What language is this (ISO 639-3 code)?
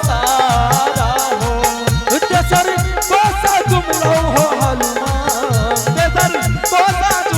anp